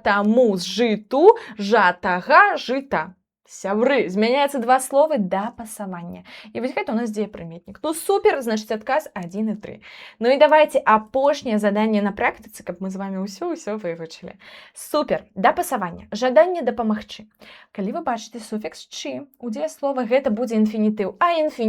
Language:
Belarusian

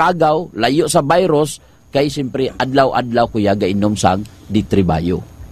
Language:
Hiligaynon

